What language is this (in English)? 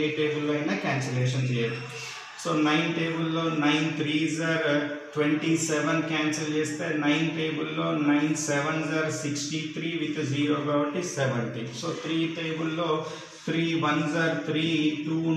Telugu